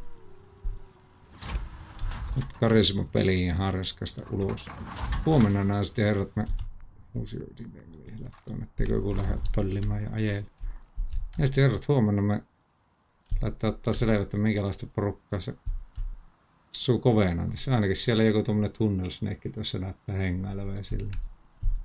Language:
Finnish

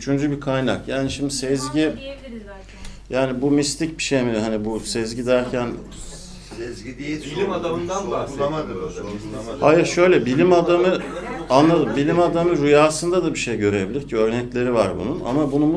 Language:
Turkish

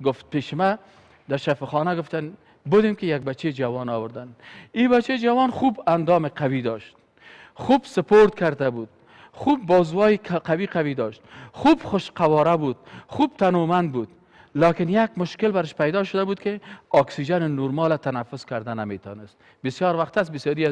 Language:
Persian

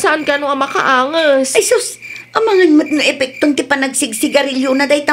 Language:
Iloko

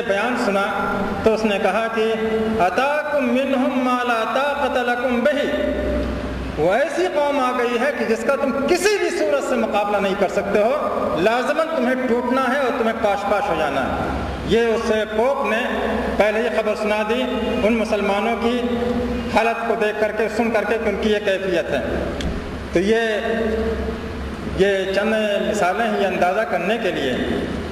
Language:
Urdu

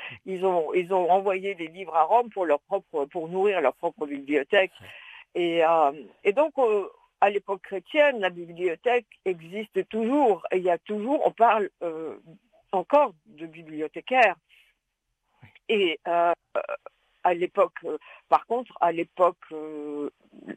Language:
French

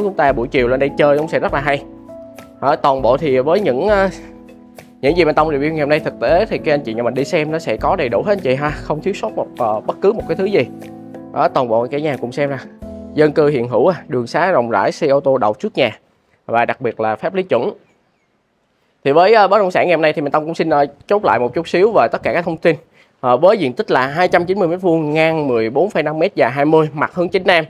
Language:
Vietnamese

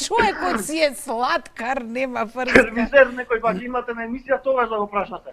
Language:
Macedonian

